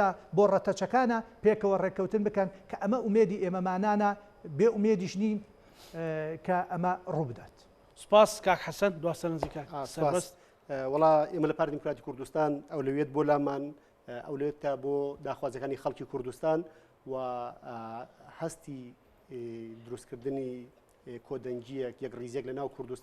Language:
Central Kurdish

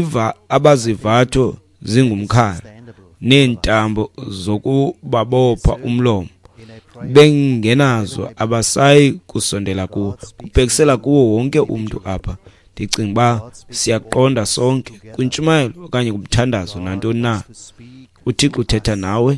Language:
Xhosa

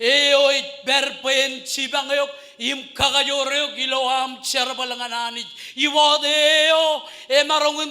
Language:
Marshallese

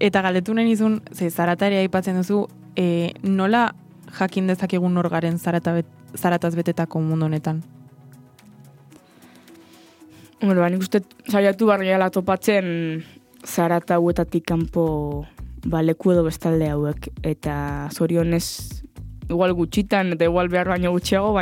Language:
Basque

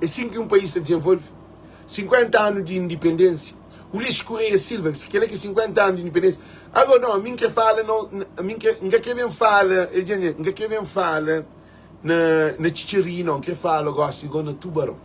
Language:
Kabuverdianu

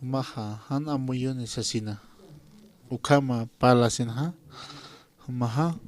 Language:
Aymara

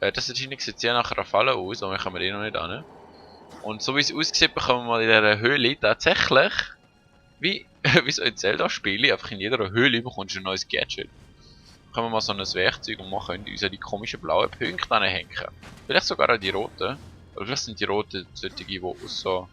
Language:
Swiss German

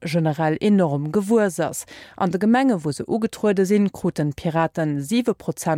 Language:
Luxembourgish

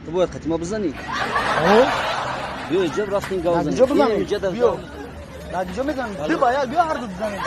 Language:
Tajik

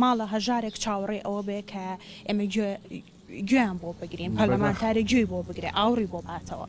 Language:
Central Kurdish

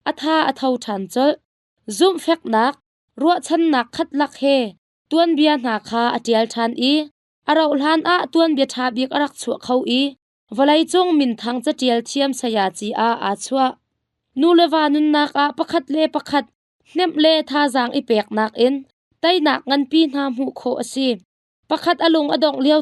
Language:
Hakha Chin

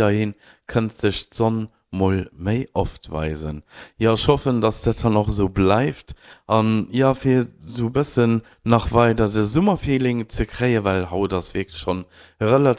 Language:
Luxembourgish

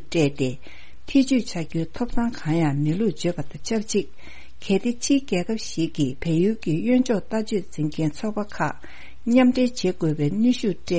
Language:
Tibetan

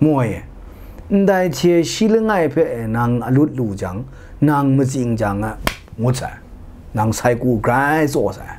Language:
Kachin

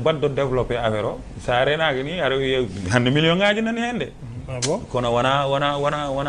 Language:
Fula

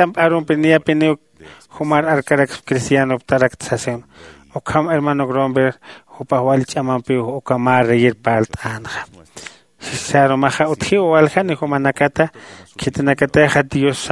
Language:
Aymara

